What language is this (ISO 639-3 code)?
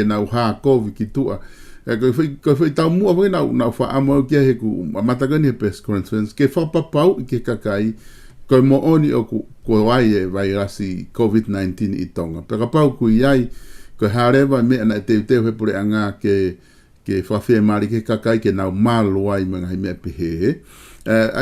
ton